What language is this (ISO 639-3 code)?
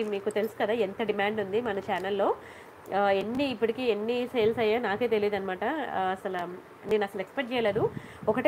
tel